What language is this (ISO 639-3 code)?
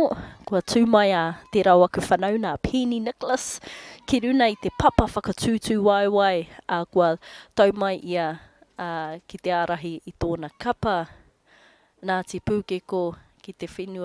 mri